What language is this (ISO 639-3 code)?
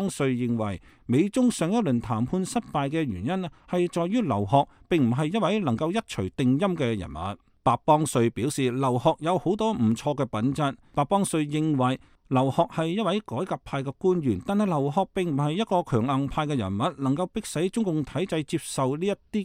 yue